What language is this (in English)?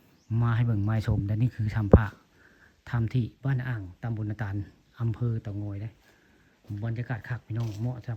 Northeastern Thai